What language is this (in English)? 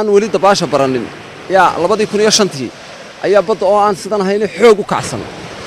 Somali